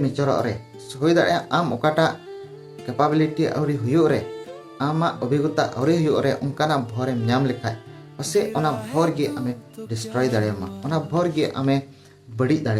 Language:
Santali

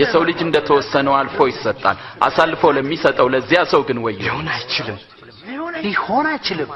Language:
Amharic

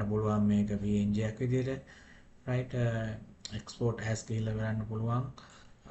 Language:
Sinhala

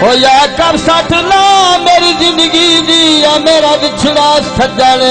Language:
Saraiki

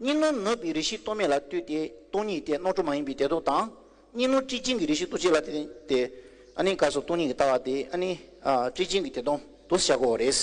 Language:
Tibetan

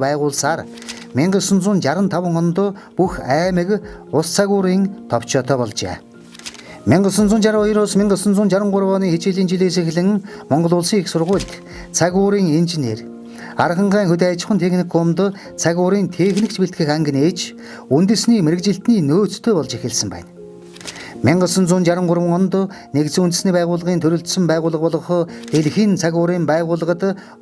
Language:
Mongolian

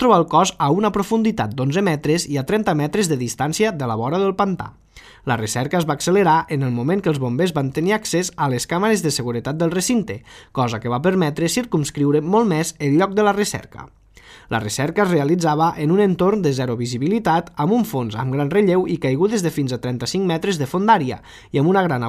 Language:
Catalan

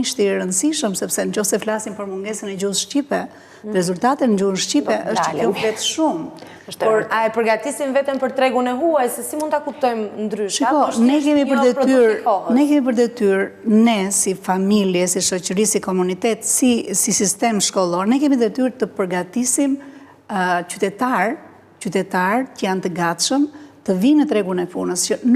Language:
Albanian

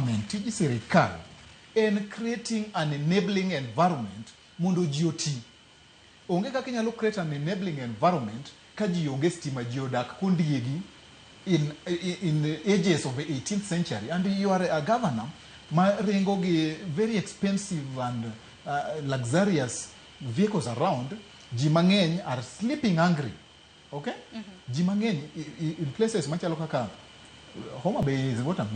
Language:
Luo (Kenya and Tanzania)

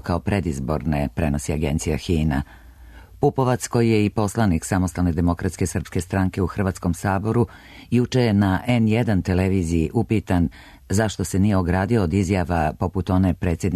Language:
Serbian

